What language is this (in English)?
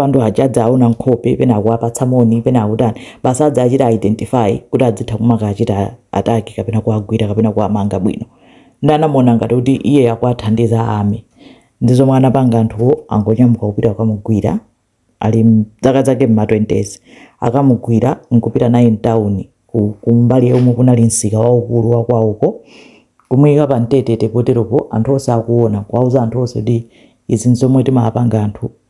Nyanja